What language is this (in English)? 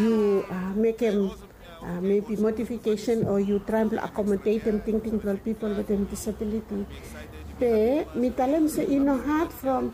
Bislama